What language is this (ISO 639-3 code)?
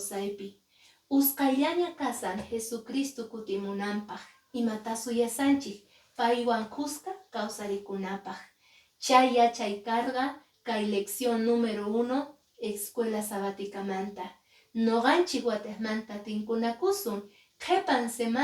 que